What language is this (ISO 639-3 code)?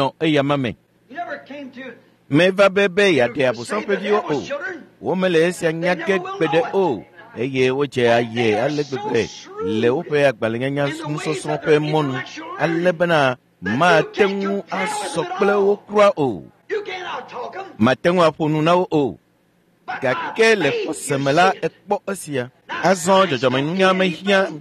ewe